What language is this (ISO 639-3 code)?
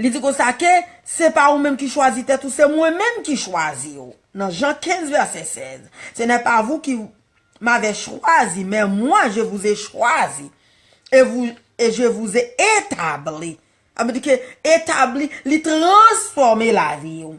hat